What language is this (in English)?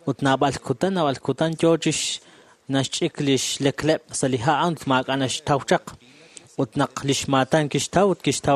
Kekchí